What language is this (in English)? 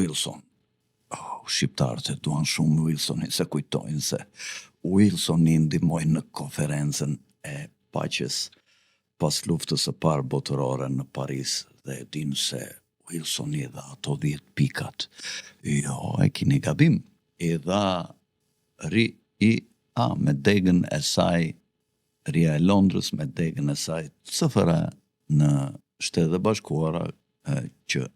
Albanian